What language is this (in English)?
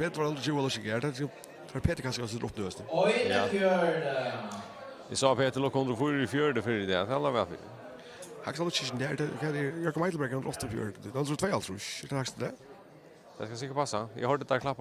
Faroese